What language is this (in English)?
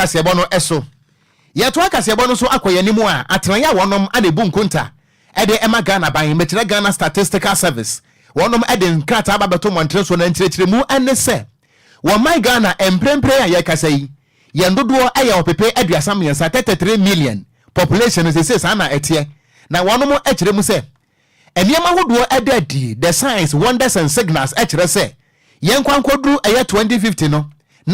Akan